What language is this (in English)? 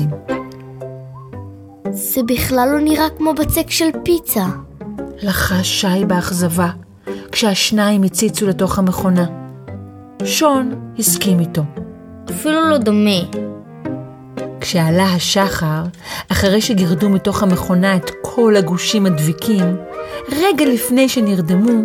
Hebrew